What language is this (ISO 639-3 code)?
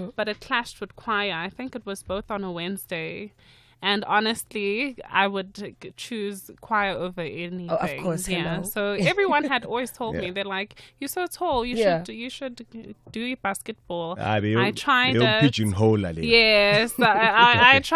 nso